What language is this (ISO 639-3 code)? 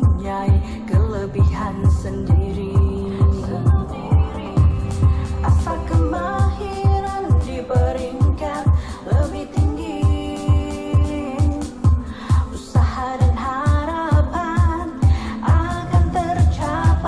msa